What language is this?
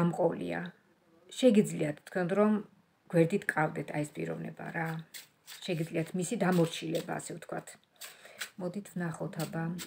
Georgian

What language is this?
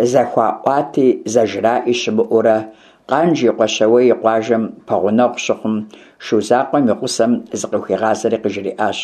Kabardian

